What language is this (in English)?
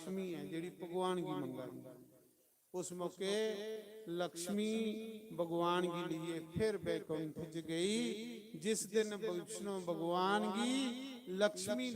Dogri